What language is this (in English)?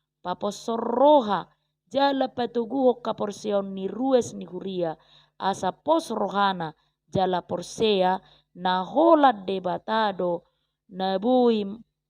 Batak Toba